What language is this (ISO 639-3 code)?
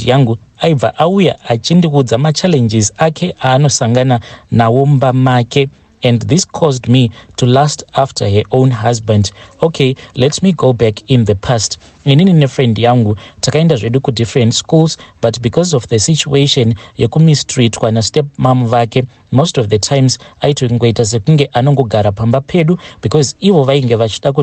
sna